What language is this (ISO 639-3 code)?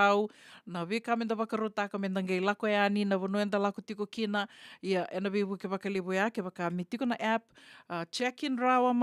fij